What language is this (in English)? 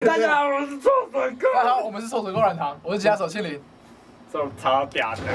Chinese